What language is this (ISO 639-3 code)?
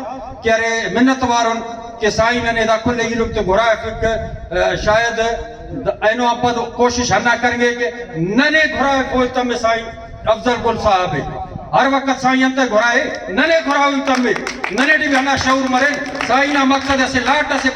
brh